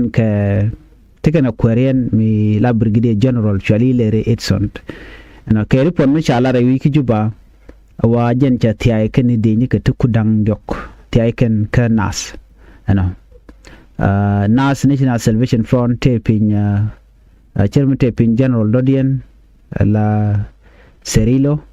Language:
Nuer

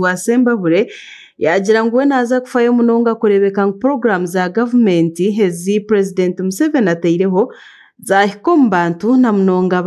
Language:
Nyankole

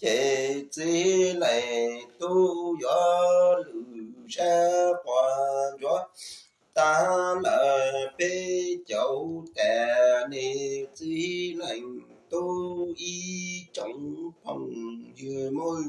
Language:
Hmong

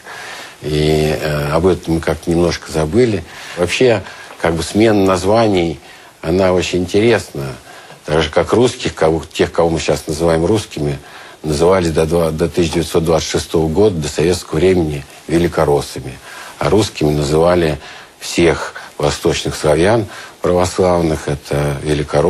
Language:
Russian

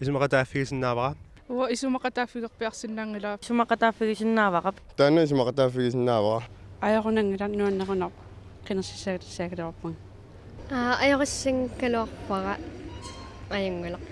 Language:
Kalaallisut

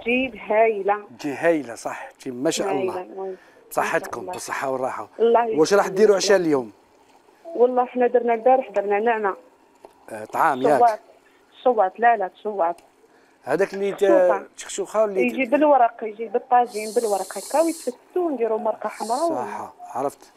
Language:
Algerian Arabic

